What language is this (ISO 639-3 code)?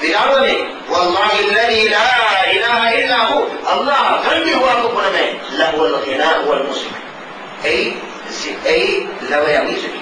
div